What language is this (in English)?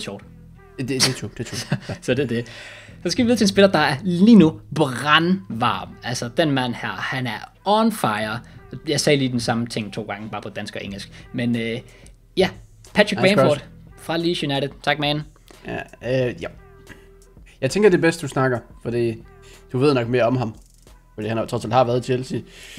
Danish